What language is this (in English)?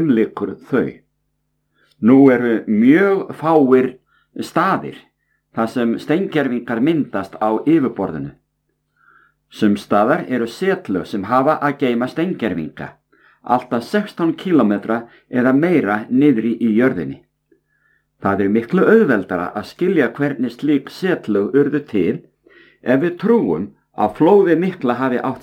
Icelandic